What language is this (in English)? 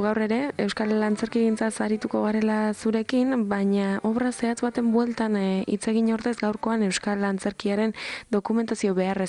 Basque